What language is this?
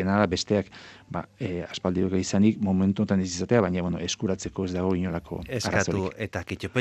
Basque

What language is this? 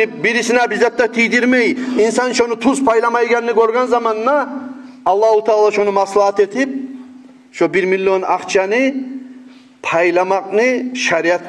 Kumyk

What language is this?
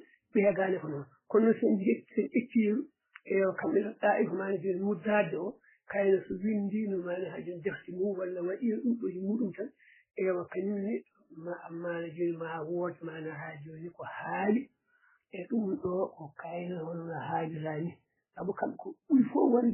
Fula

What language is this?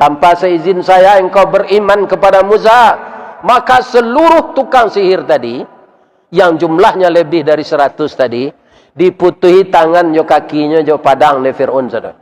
Minangkabau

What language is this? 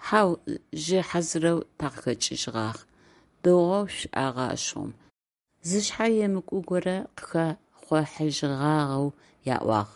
Adyghe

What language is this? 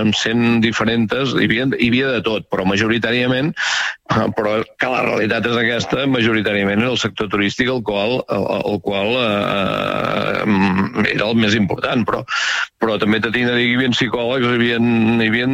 Catalan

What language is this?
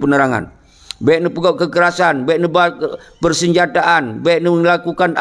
Achinese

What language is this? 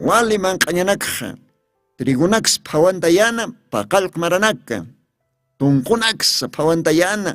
Aymara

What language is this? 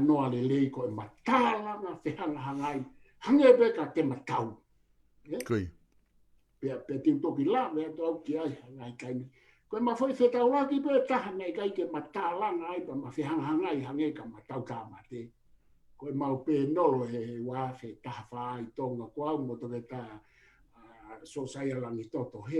Tongan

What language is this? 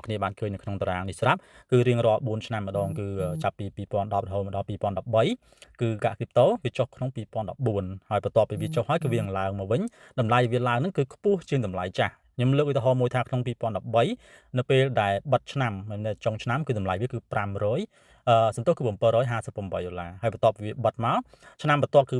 Khmer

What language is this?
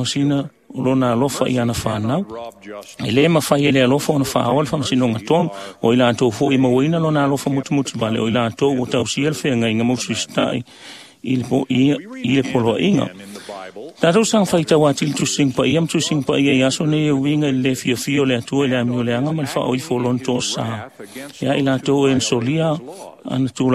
Samoan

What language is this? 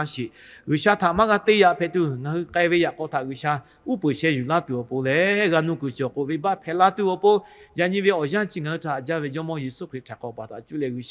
Lahu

